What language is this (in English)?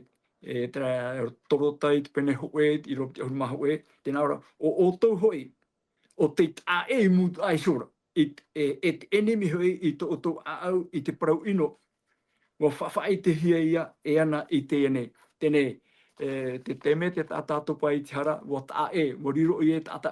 Tahitian